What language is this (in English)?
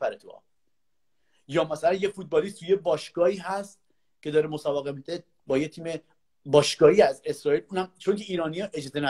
Persian